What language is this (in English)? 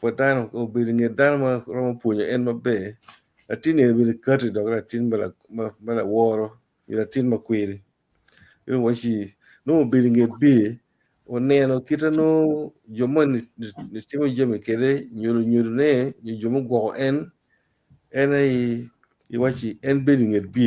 Acoli